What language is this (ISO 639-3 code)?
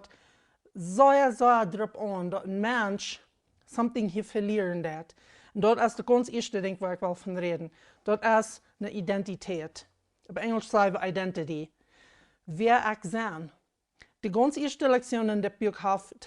pdt